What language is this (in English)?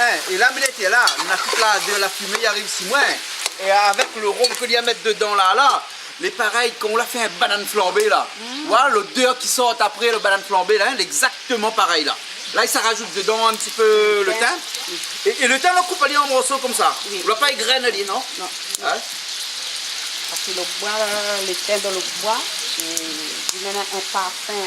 Réunion Creole French